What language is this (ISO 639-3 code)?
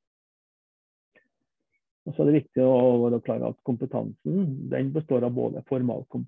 nor